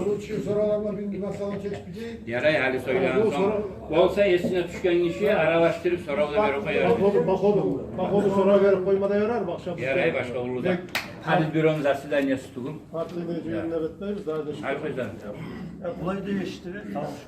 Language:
Kumyk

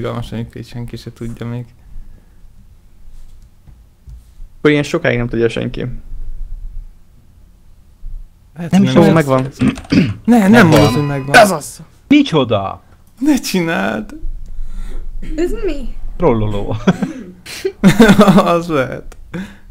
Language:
Hungarian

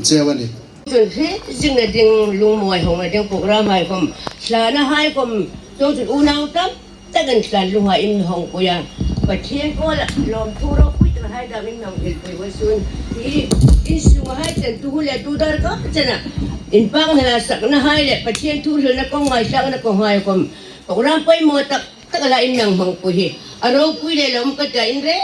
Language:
Hmar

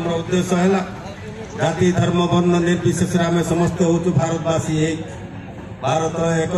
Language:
Odia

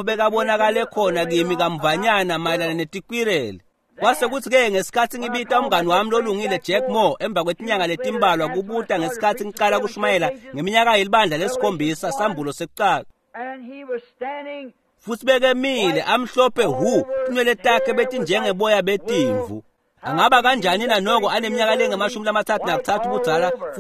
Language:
Swati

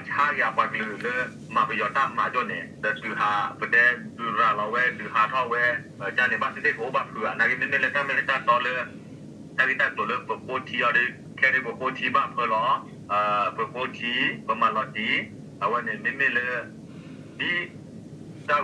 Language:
S'gaw Karen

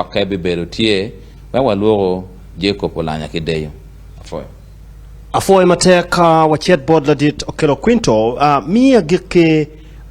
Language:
Acoli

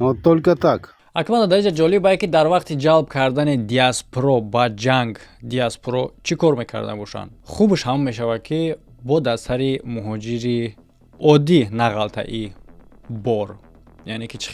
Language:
Tajik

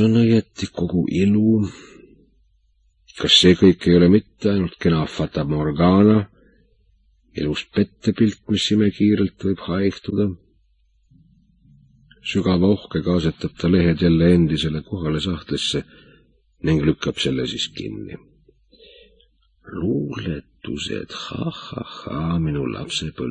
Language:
Estonian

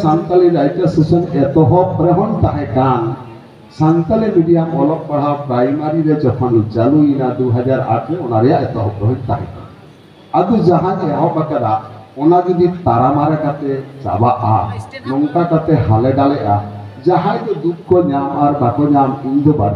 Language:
Santali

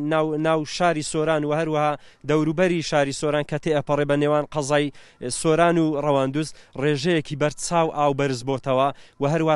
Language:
Central Kurdish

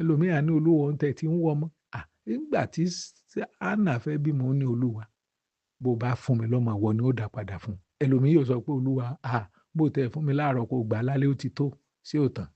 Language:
Yoruba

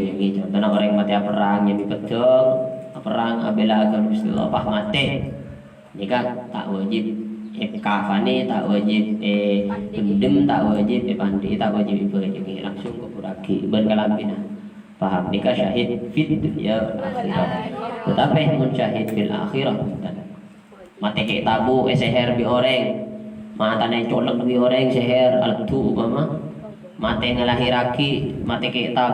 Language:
Madurese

